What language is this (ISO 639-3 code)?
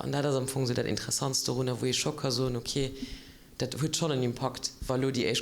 ltz